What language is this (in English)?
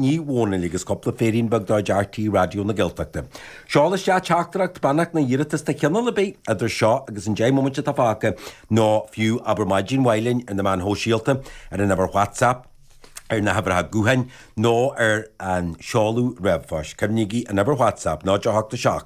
Irish